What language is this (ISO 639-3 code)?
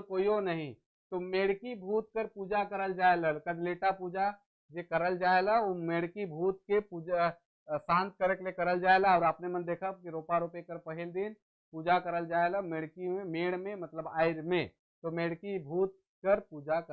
sck